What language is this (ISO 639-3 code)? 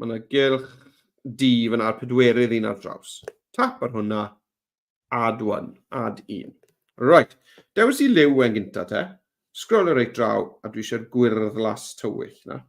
cym